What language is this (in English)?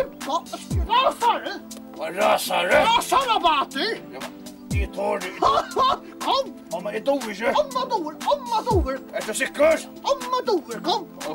Faroese